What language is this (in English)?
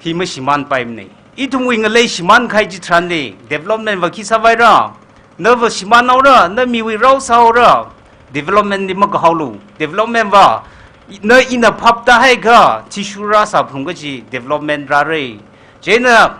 Tangkhul Naga (India)